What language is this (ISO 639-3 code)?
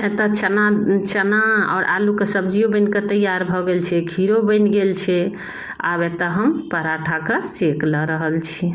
mai